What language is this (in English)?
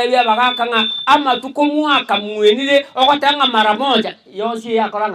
Gusii